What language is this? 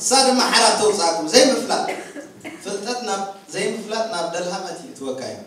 Tigrinya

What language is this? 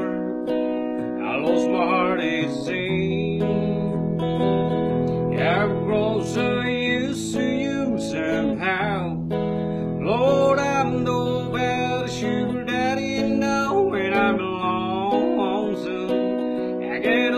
English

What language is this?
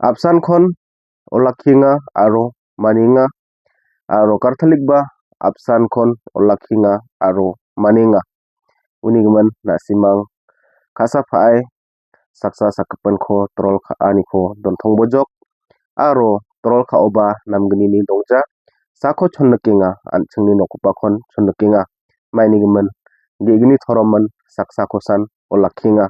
Garo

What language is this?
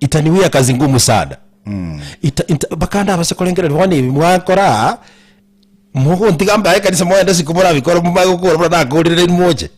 Gusii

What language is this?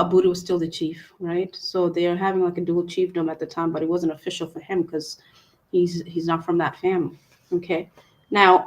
Acoli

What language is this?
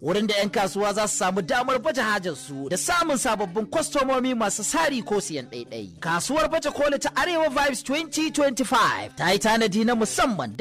Hausa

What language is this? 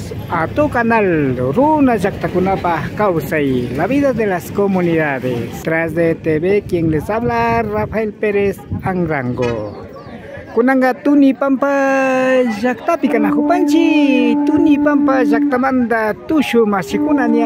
Imbabura Highland Quichua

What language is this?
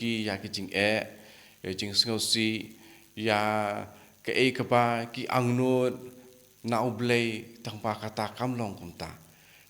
Khasi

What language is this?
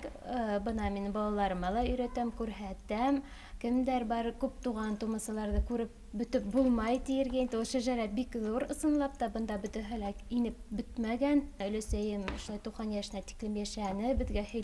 Bashkir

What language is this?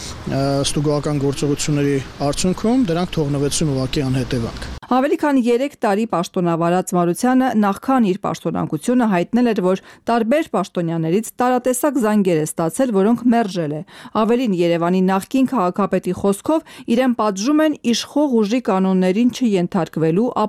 Armenian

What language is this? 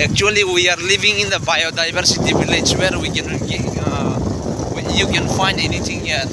Kok Borok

